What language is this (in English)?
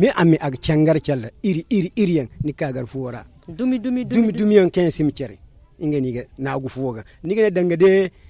Zarma